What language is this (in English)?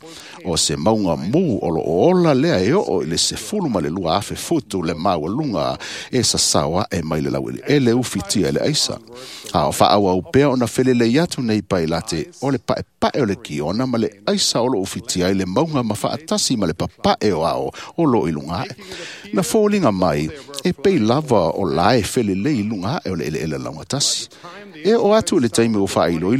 Samoan